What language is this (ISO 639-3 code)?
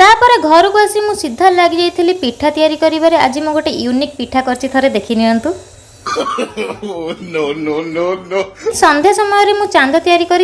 ori